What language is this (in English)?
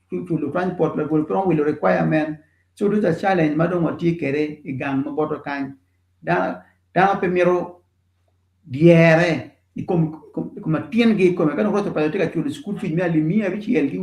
Acoli